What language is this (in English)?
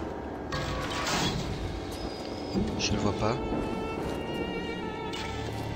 French